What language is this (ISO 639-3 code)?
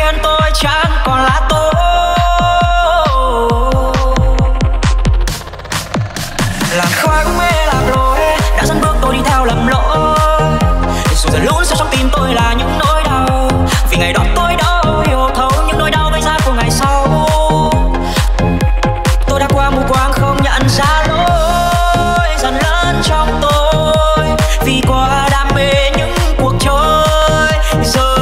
vie